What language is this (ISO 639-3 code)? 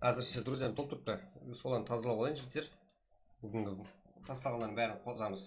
kaa